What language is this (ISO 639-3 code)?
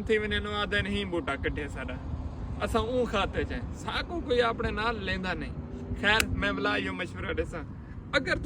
skr